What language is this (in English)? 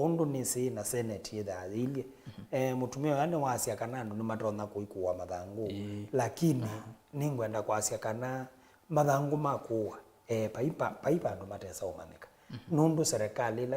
Kamba